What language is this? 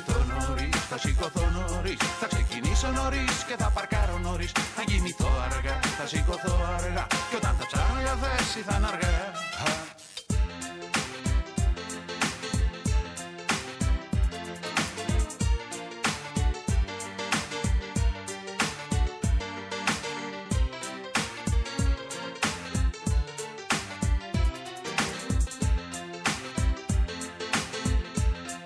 Greek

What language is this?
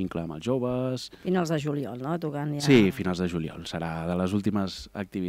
Catalan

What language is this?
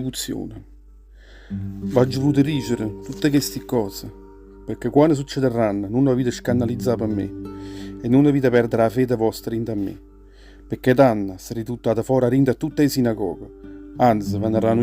Neapolitan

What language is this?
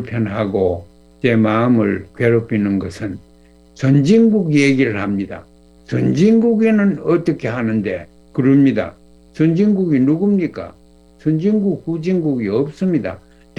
Korean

